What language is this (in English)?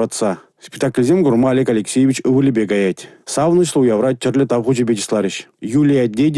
Chuvash